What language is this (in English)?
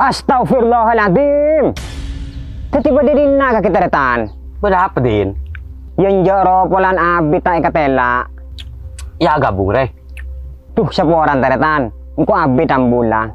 Madurese